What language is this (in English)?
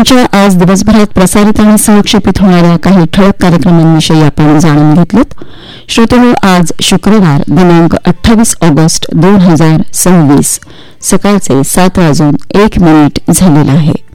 Marathi